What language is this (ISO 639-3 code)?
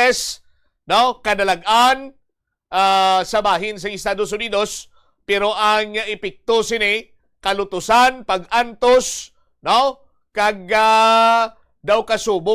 hil